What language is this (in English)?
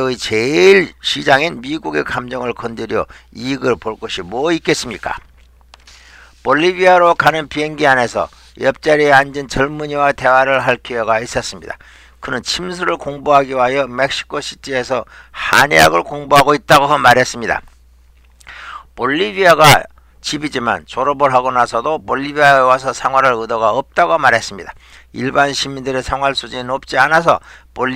Korean